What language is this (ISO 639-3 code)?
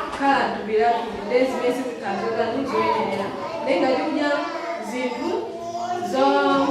nya